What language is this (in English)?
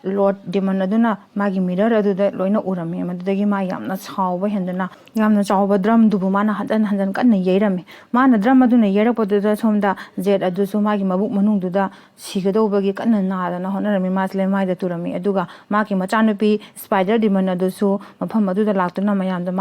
Manipuri